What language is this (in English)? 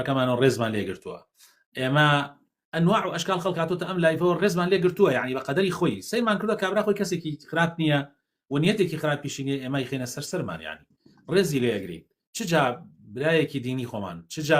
Central Kurdish